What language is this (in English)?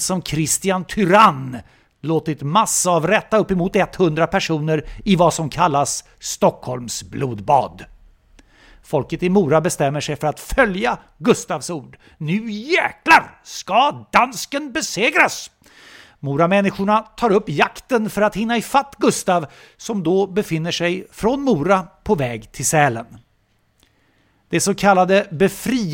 Swedish